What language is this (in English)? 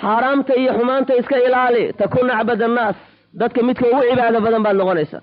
Somali